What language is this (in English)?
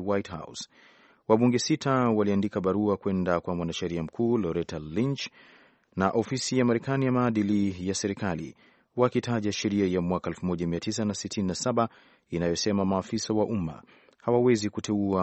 Swahili